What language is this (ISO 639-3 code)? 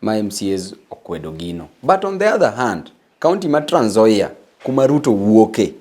luo